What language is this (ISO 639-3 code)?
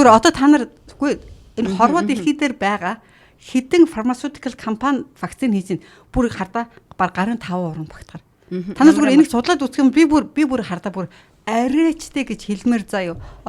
mon